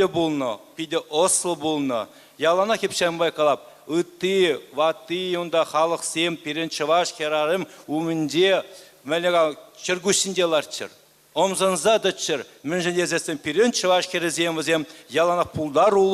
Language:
Chuvash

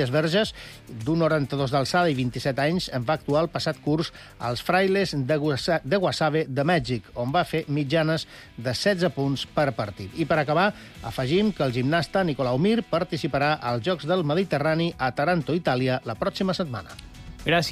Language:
Catalan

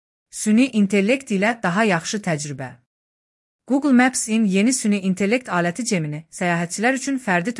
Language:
Azerbaijani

